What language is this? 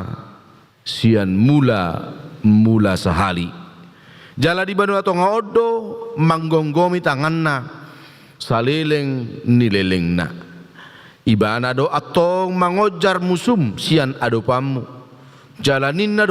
Batak Toba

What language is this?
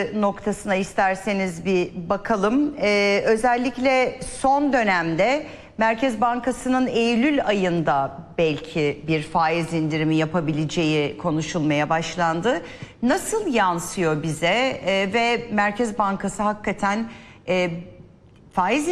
Turkish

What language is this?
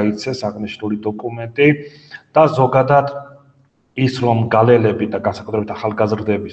Georgian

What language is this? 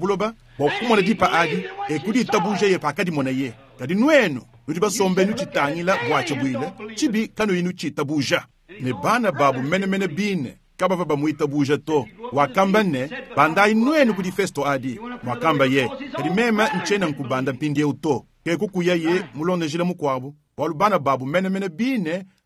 Luba-Lulua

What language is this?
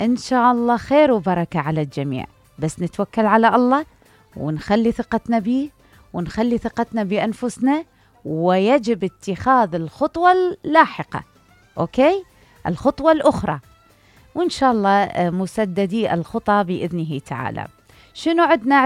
Mesopotamian Arabic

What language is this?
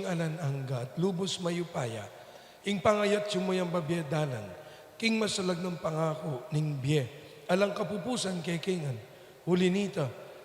Pampanga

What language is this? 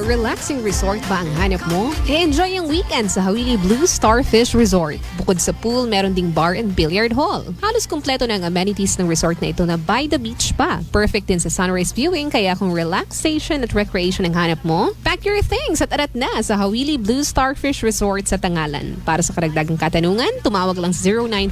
Filipino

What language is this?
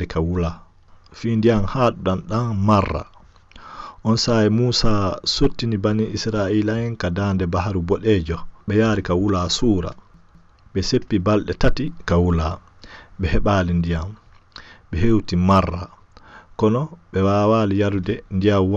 Fula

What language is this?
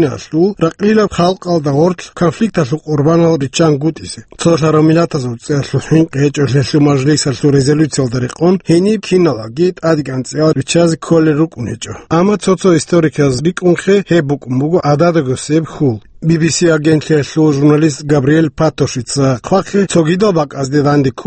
Avaric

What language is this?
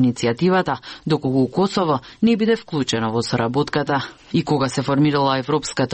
Macedonian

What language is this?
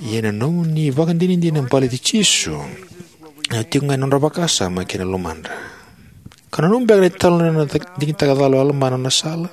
Fijian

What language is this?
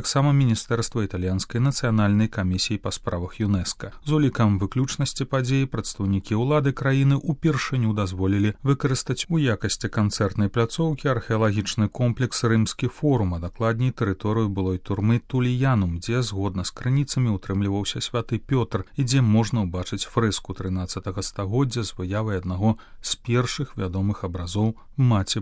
Belarusian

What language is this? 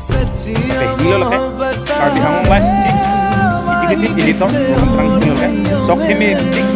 Karbi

